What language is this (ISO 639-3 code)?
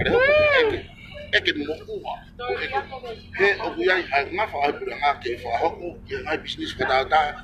ton